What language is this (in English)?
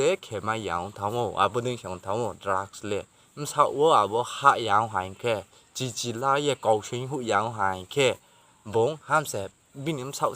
Riang (India)